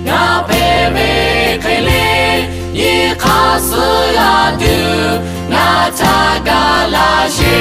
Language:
Lahu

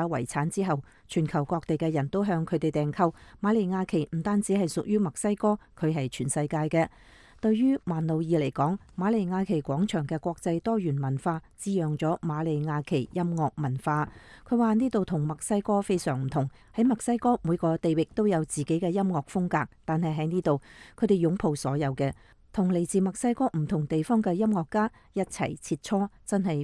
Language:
Cantonese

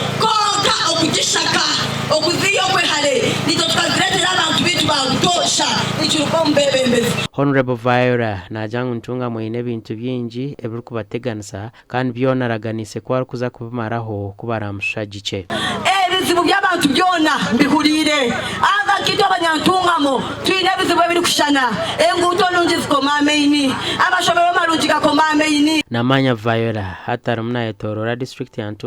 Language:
Nyankole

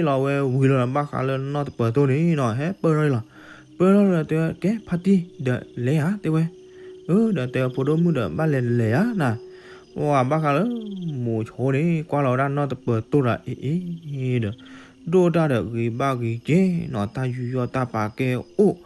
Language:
S'gaw Karen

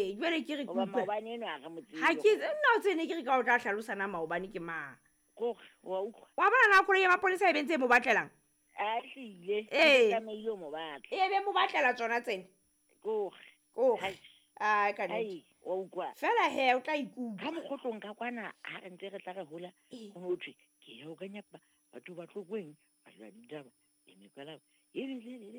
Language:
Southern Sotho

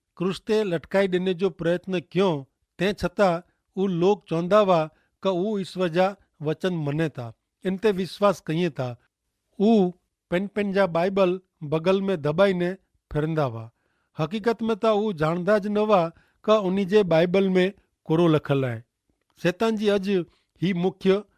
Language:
Kachhi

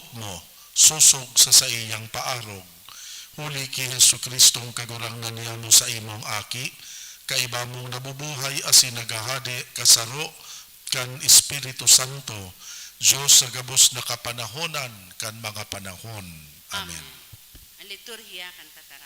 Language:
Bikol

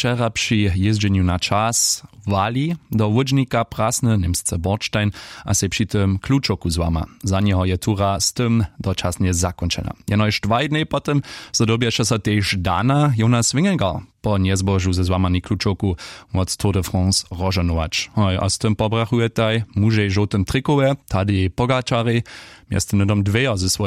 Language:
Upper Sorbian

